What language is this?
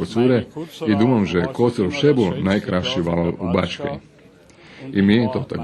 Rusyn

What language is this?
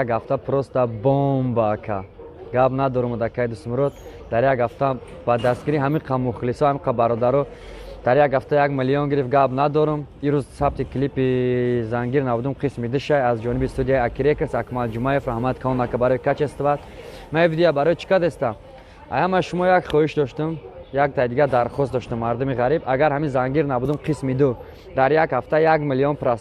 Tajik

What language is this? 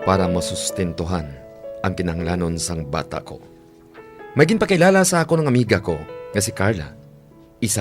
Hiligaynon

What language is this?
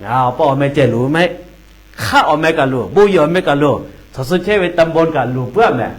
Lahu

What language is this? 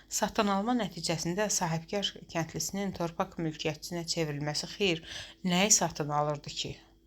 Azerbaijani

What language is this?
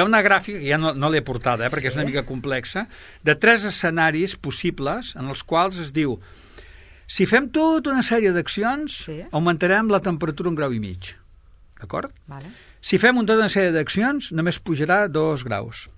Catalan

